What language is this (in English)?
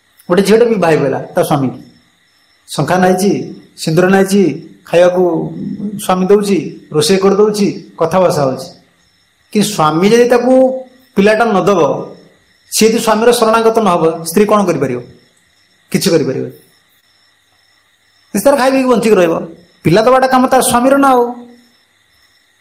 Odia